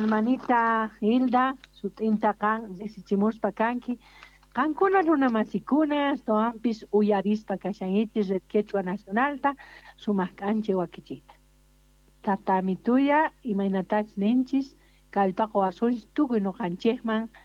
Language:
South Bolivian Quechua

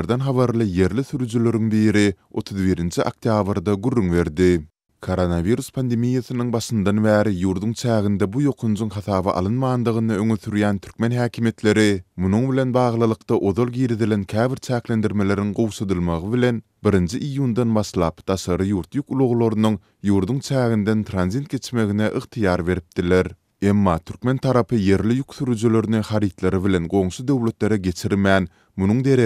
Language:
Turkmen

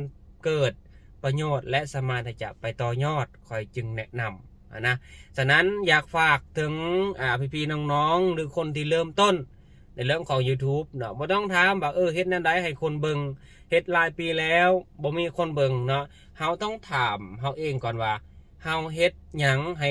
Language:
Lao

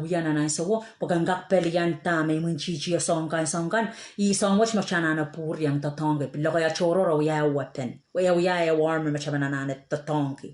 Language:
Pohnpeian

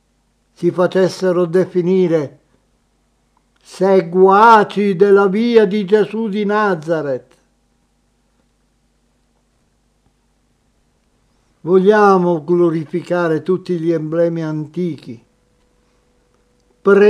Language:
Italian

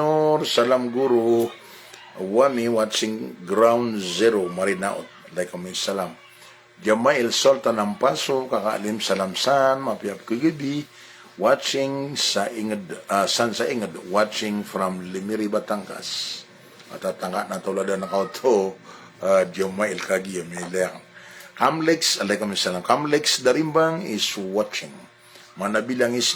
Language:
Maranao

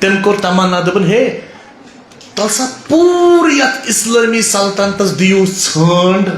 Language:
Kashmiri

